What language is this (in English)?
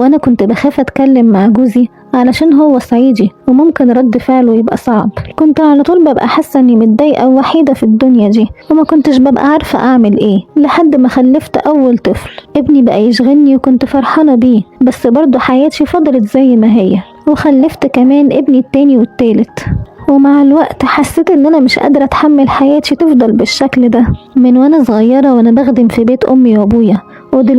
Egyptian Arabic